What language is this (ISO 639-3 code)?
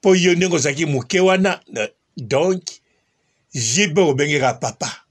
lin